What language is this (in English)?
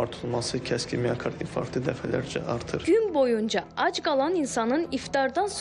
Azerbaijani